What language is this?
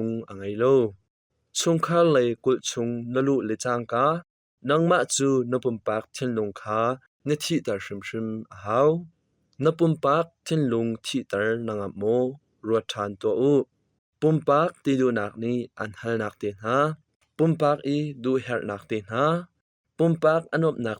Hakha Chin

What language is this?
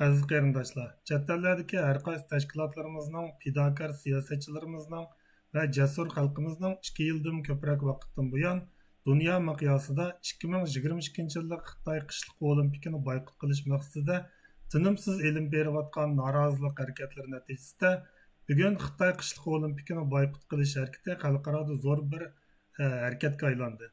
Uyghur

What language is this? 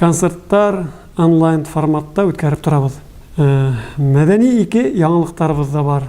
Bashkir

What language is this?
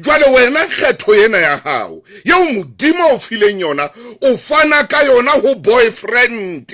Southern Sotho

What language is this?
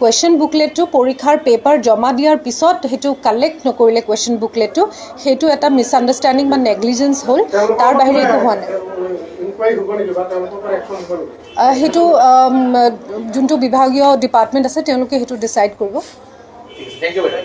Assamese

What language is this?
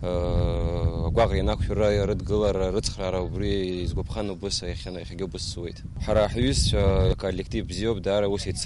Abkhazian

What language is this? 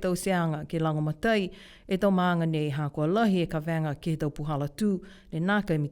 Niuean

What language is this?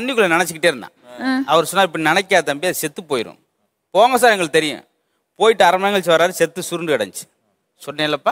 Tamil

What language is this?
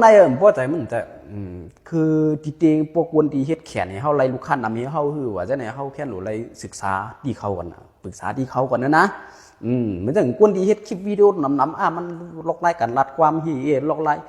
Shan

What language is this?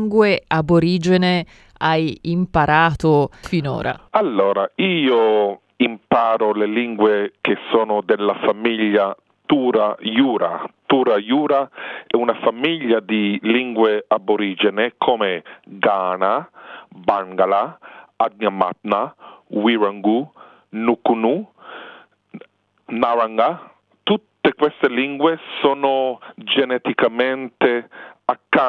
Italian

